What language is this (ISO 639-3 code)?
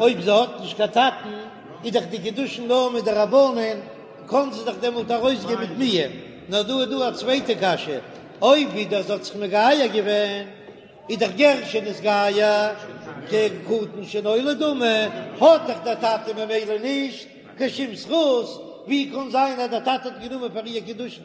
yid